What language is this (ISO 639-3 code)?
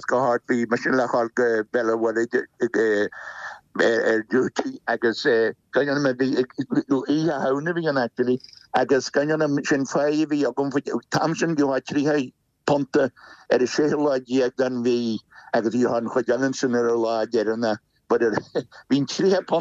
gle